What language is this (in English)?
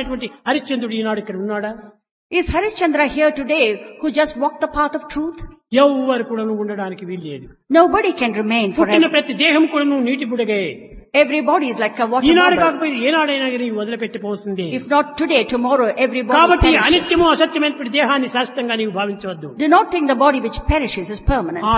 Telugu